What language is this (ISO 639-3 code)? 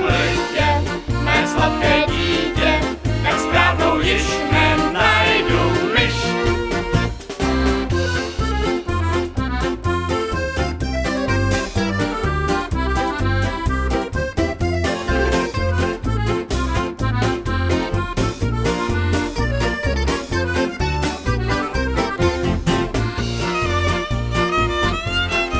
ces